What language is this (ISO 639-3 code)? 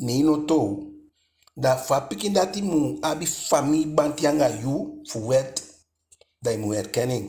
djk